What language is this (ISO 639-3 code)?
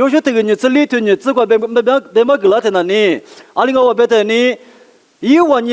lis